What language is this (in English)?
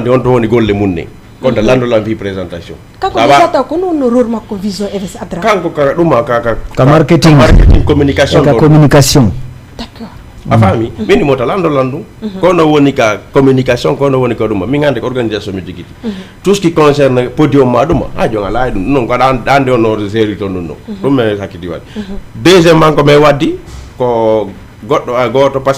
Fula